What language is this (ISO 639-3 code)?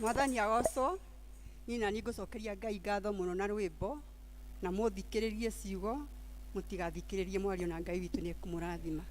kik